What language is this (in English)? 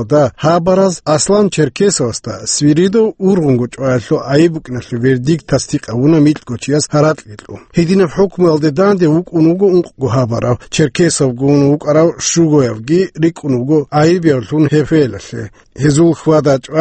Avaric